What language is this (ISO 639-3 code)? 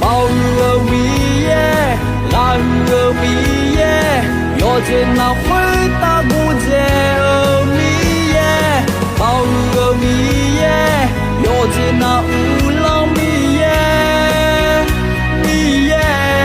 ahk